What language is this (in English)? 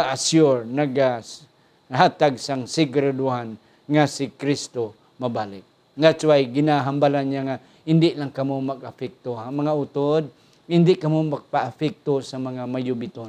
Hiligaynon